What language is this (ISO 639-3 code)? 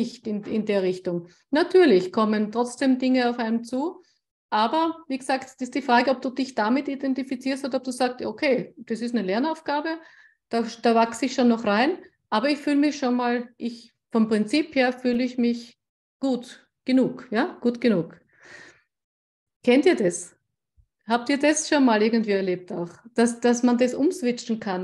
deu